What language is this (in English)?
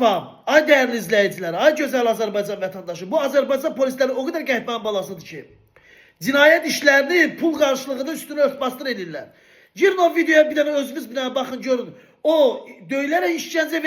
Azerbaijani